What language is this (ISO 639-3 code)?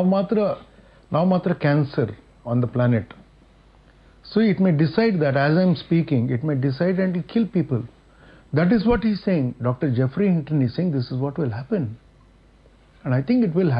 kan